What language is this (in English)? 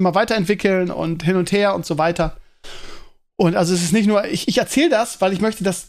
German